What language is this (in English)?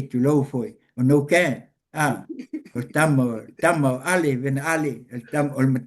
Samoan